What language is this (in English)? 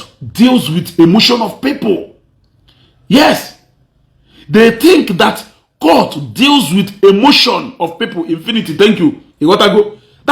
Igbo